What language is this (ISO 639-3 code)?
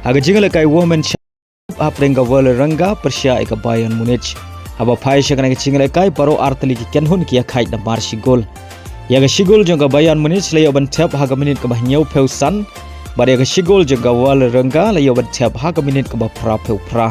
kha